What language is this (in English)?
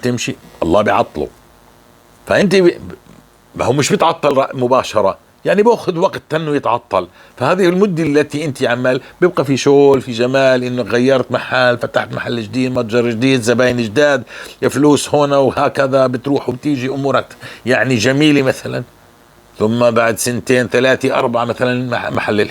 North Levantine Arabic